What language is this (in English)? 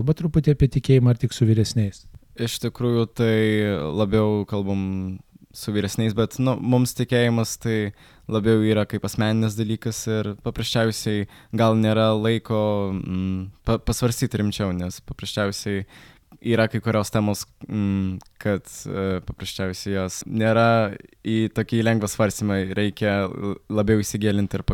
Lithuanian